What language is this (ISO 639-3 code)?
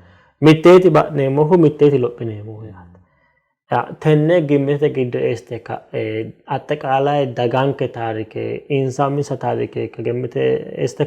sid